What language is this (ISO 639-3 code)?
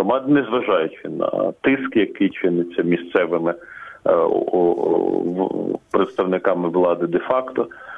ukr